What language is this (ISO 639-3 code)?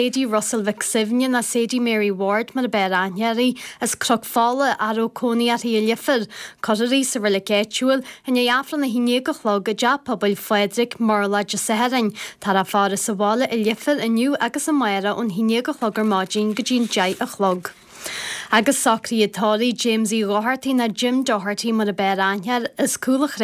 gle